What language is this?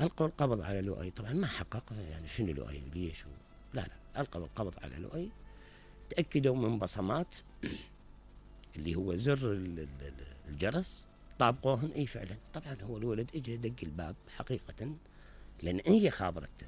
Mesopotamian Arabic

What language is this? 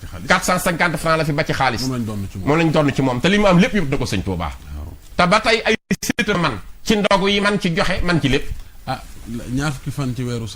Wolof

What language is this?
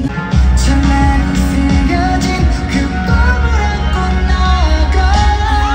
Korean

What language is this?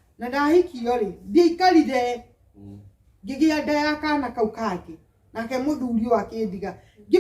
Kikuyu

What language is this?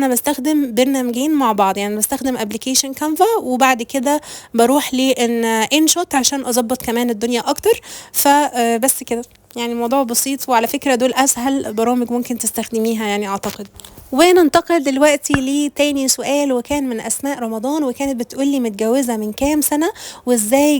Egyptian Arabic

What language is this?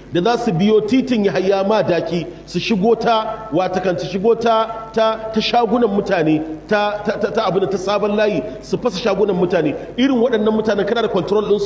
Hausa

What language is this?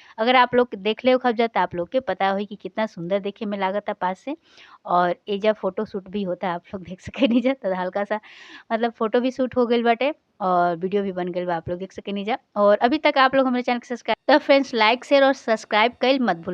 Bhojpuri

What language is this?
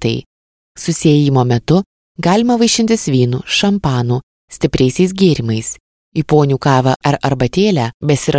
Lithuanian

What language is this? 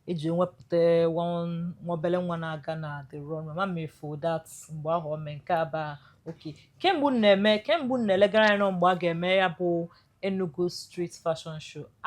Igbo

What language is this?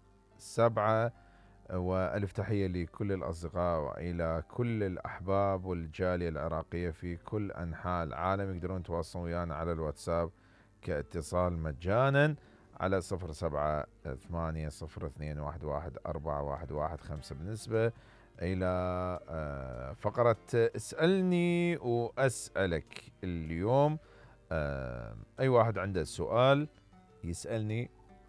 Mesopotamian Arabic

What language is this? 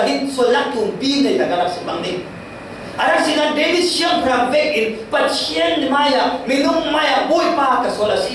Falam Chin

